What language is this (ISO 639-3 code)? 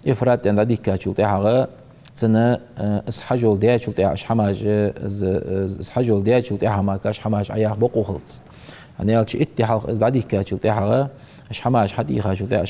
inh